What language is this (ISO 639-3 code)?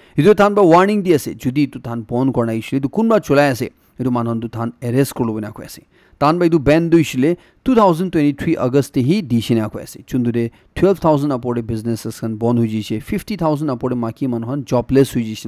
nag